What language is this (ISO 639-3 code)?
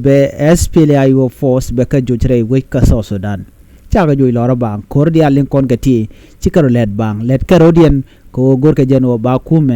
nus